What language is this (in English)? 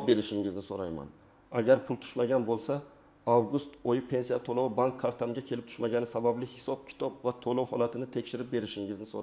Uzbek